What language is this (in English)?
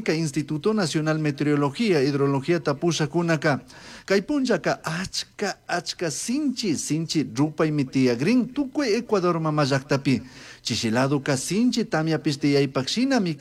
Chimborazo Highland Quichua